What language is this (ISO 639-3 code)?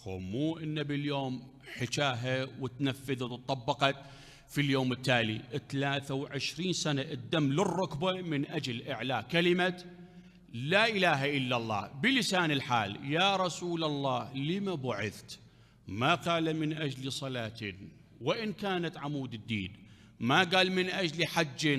acm